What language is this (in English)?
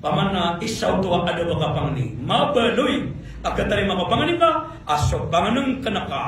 Maranao